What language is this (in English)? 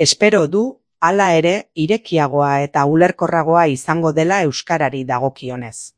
Basque